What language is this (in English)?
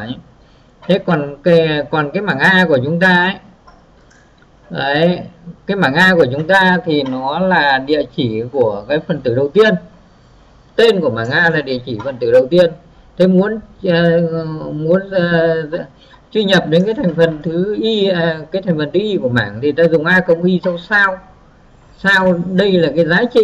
Vietnamese